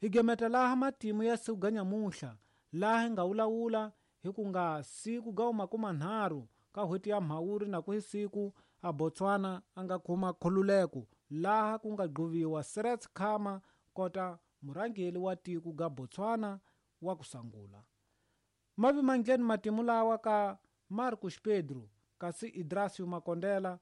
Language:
Tsonga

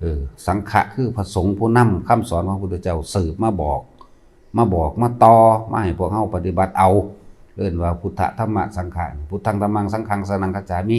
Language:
Lao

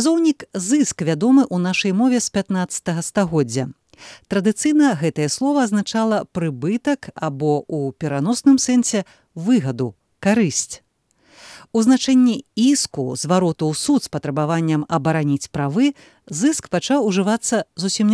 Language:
Belarusian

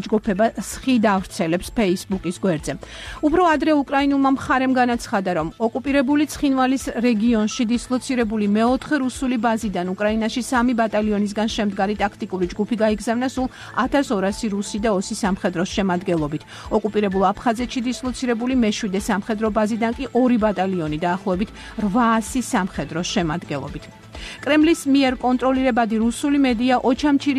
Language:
Georgian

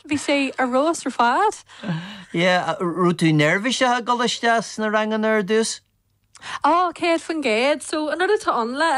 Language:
Irish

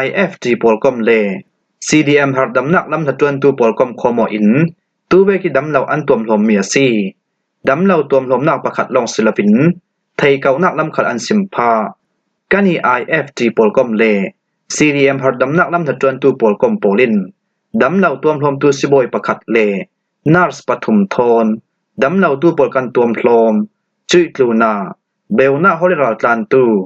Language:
Falam Chin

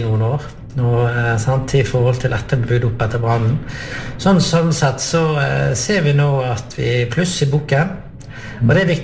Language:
Norwegian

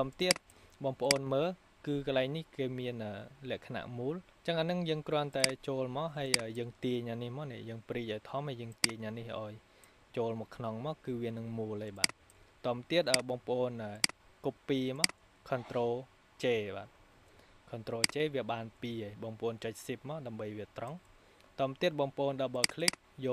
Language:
Khmer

